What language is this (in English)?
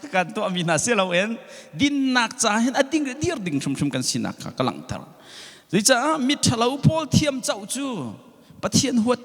Hakha Chin